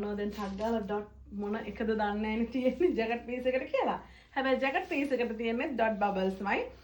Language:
Sinhala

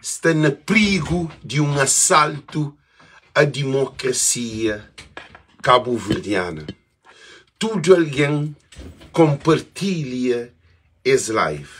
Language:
Kabuverdianu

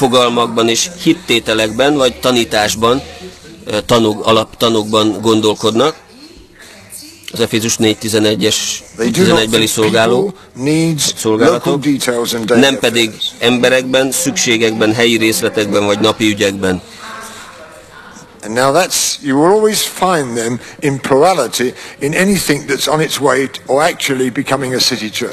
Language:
Hungarian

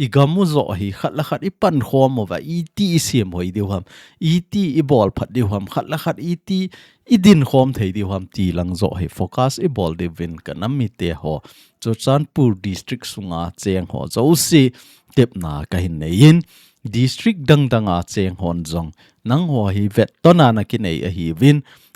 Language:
Thado Chin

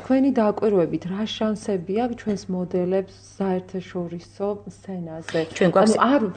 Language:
Georgian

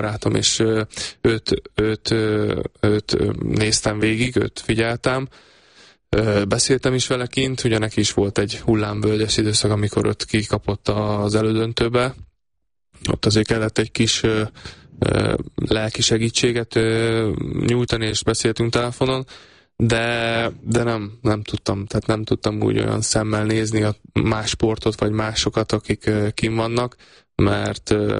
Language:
Hungarian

